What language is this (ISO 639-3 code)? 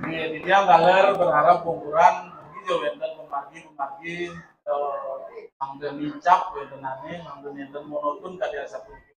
ban